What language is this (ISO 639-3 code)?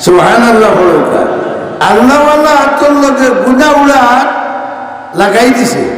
syl